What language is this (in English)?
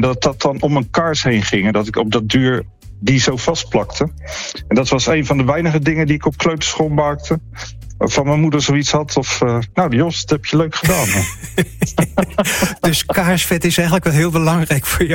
Dutch